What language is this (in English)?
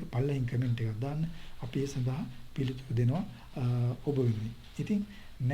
Sinhala